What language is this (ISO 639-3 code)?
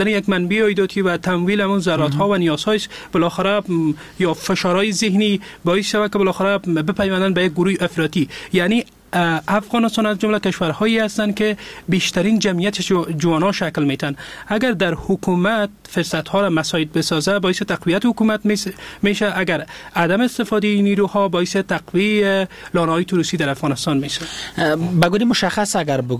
fas